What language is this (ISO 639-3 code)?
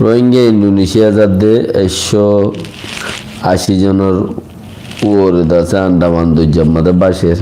rhg